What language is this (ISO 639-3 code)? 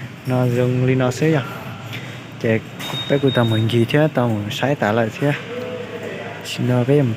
hmn